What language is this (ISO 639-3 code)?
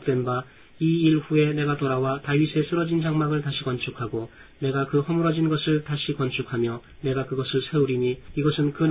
kor